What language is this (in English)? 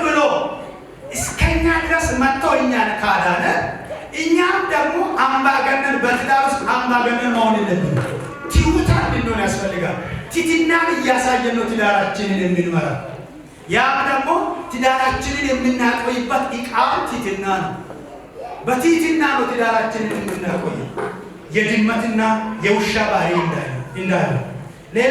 Amharic